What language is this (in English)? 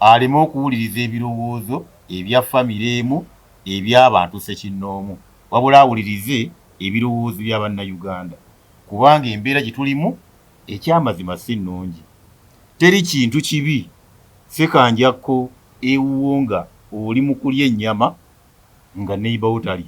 Ganda